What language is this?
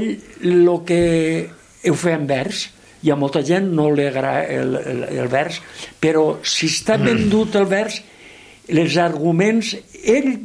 Catalan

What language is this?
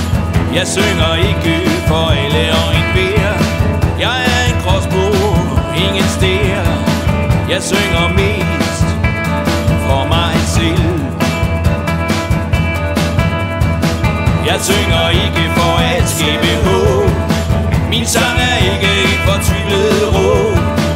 Danish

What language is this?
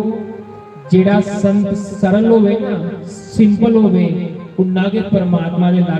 Dogri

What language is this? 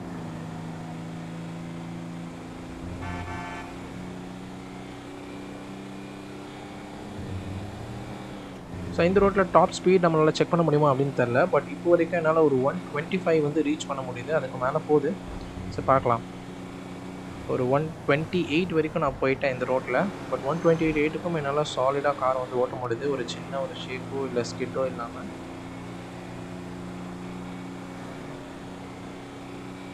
Tamil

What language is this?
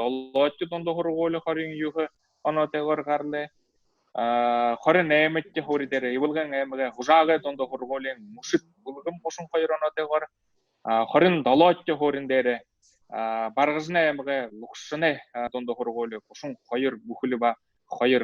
Buriat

